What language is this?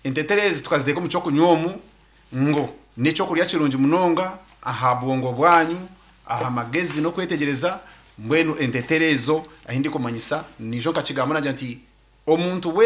Nyankole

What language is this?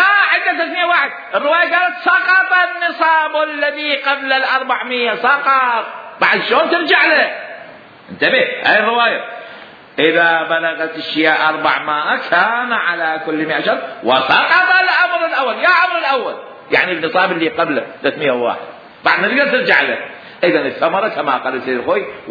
Mesopotamian Arabic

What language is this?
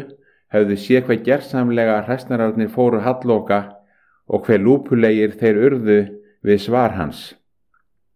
Icelandic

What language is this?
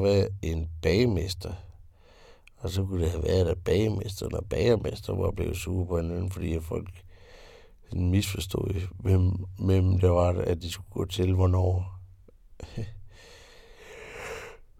Danish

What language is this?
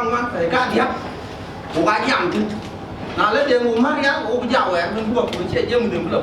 Dinka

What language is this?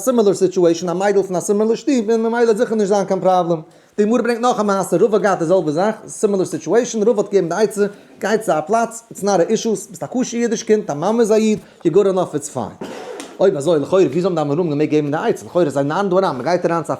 Yiddish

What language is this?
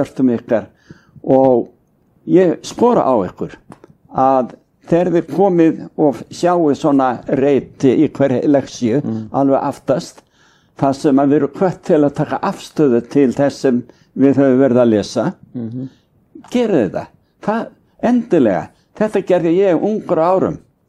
Icelandic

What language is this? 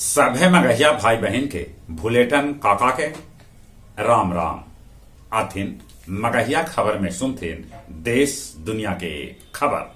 Magahi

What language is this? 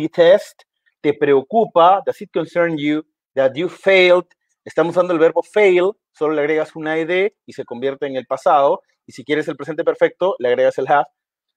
Spanish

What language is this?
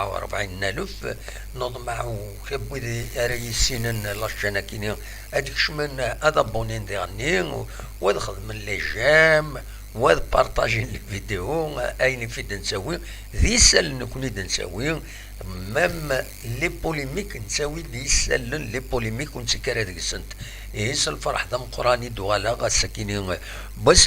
Kabyle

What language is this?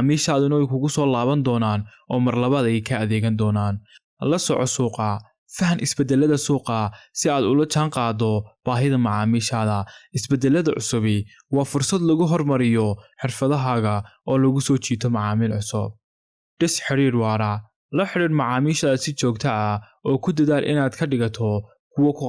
Somali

